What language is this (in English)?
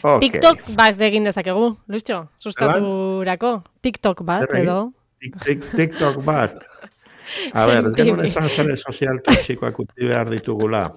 Basque